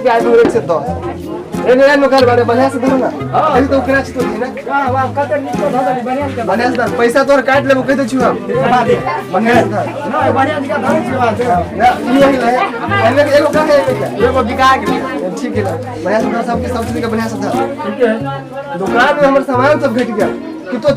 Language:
Maithili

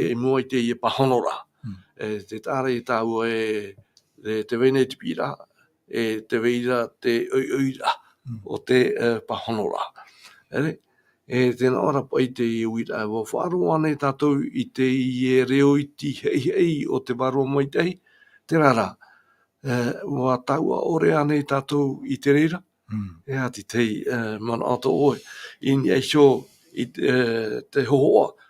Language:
Tahitian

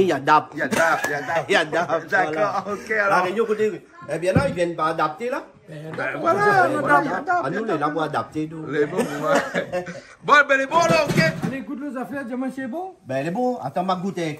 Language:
Réunion Creole French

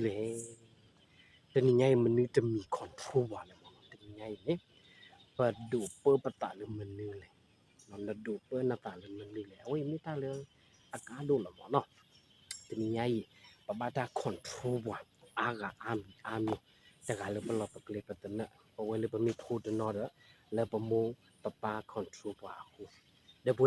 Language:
S'gaw Karen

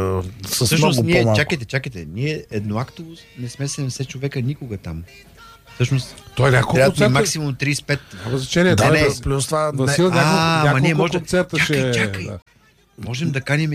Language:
Bulgarian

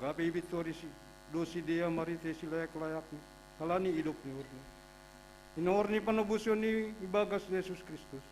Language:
Batak Simalungun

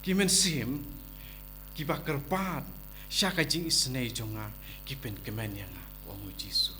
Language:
Khasi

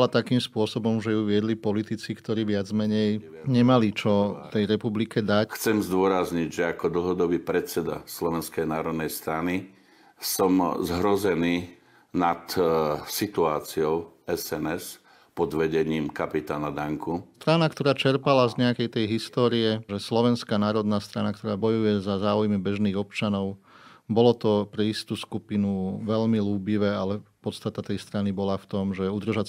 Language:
Slovak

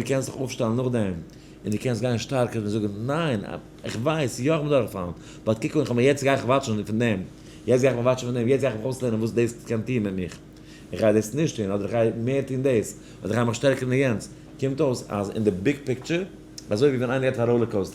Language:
Yiddish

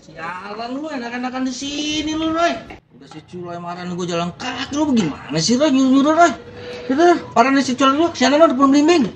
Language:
Betawi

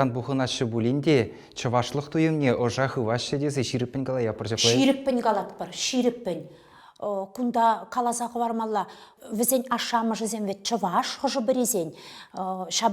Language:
Chuvash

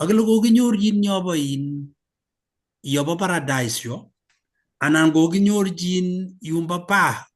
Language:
Kalenjin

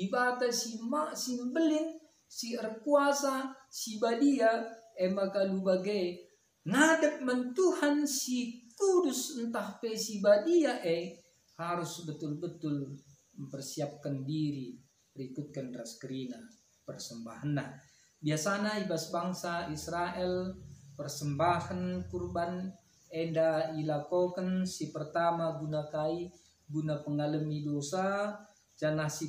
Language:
Batak Karo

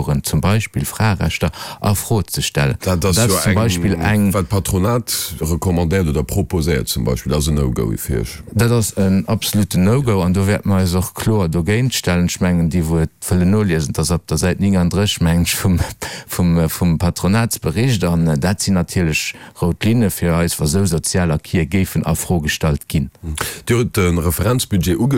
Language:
Luxembourgish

